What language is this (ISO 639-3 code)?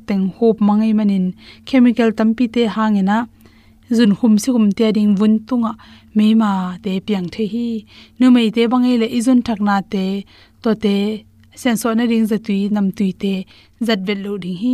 ctd